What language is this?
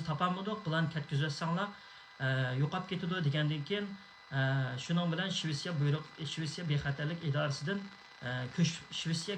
Uyghur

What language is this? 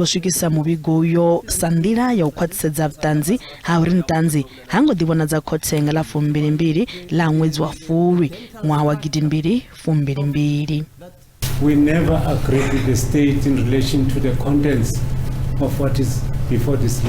Venda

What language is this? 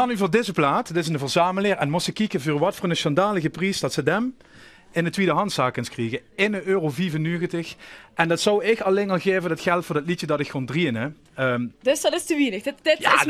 Limburgish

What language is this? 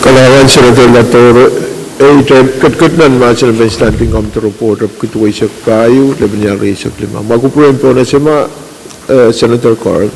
Pohnpeian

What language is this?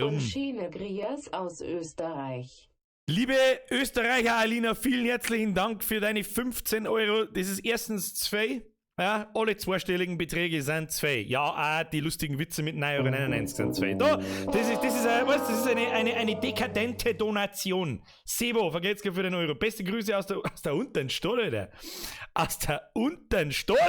Bavarian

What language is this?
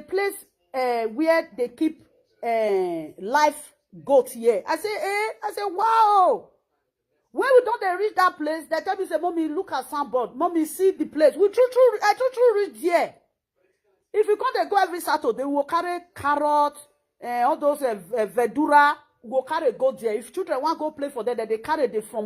Nigerian Pidgin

